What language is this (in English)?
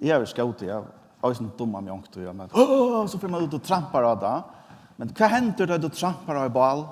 Faroese